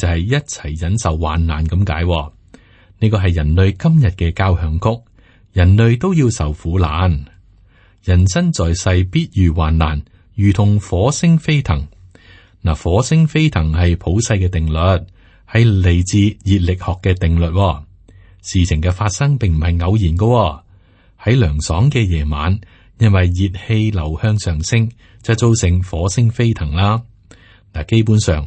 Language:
Cantonese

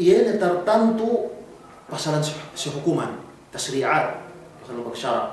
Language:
Yakan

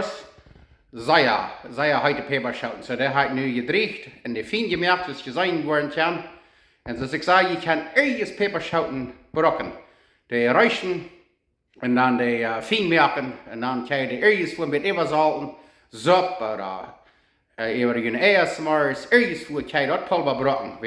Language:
Plautdietsch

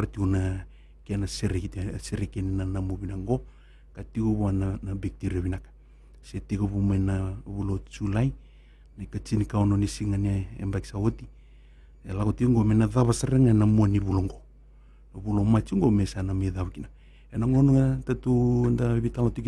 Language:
Fijian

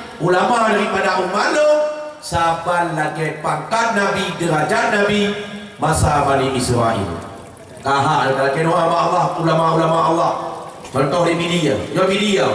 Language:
Achinese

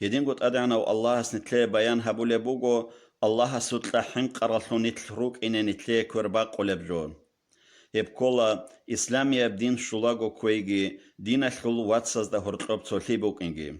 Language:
Avaric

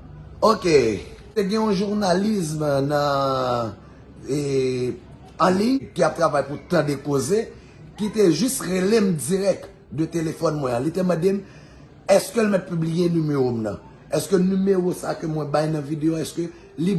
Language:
Haitian Creole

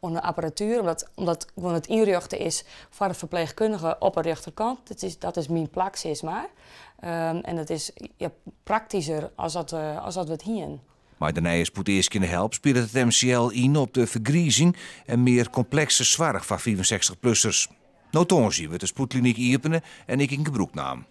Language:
Western Frisian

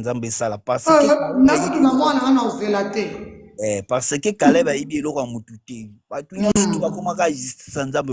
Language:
Lingala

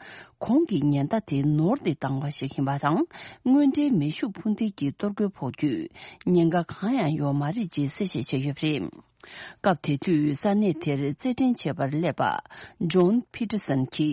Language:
Tibetan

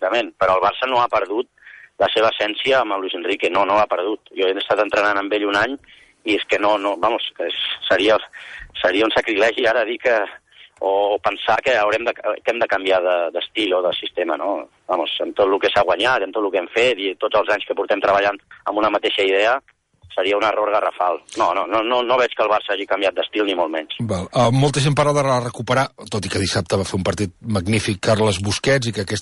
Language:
Catalan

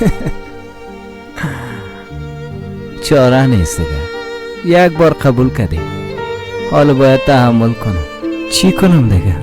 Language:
Persian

